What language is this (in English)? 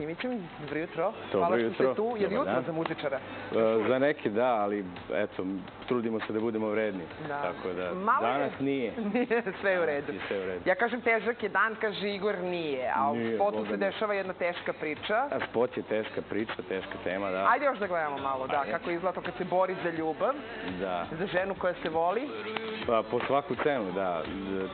Serbian